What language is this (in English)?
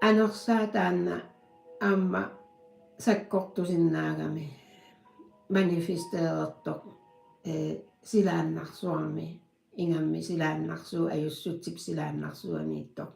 Kalaallisut